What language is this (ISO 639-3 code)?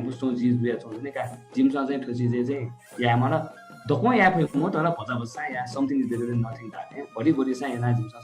new